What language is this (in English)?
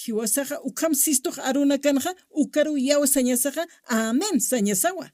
Aymara